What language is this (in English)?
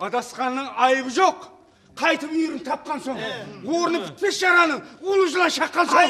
Kara-Kalpak